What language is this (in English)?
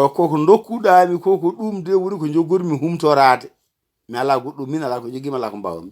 Fula